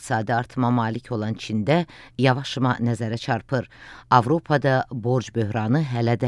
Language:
Azerbaijani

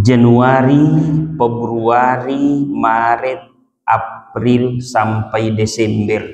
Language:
Buginese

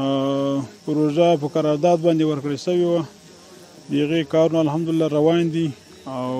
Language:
Pashto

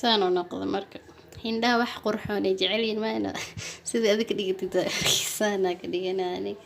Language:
Somali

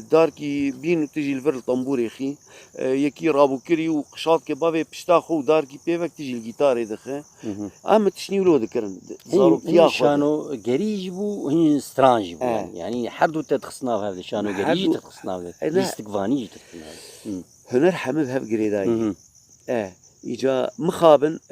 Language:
Kurdish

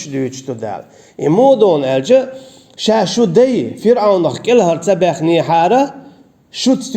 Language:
Chechen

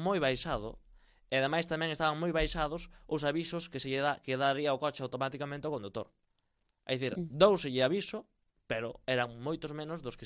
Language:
Galician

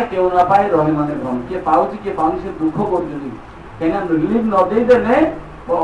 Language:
Odia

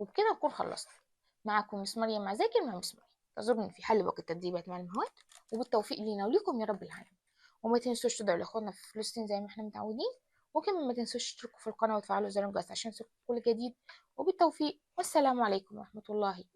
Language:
Egyptian Arabic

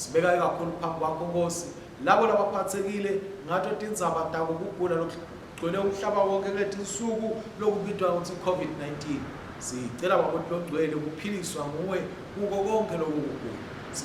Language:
Swati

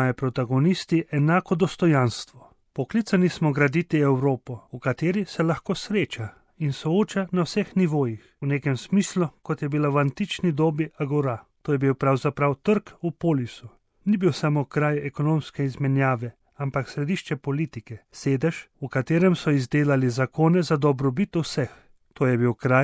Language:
Slovenian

